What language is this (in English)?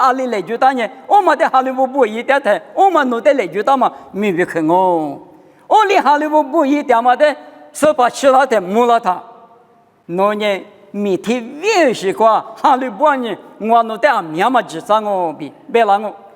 Lisu